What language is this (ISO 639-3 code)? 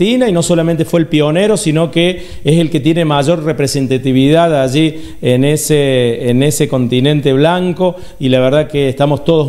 spa